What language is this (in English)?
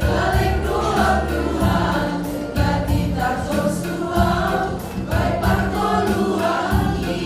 Batak Simalungun